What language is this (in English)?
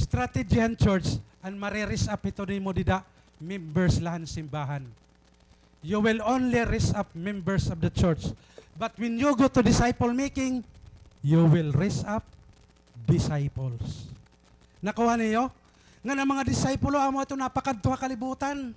Waray